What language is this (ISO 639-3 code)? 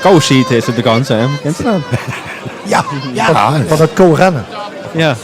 lim